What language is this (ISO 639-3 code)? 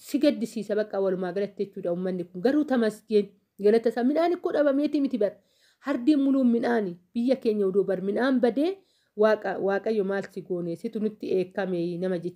orm